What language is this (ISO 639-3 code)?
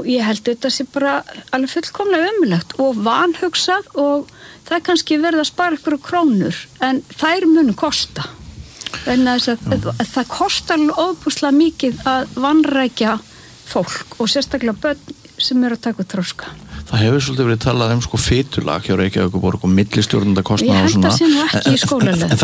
isl